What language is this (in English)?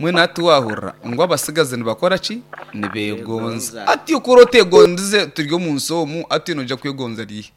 Nyankole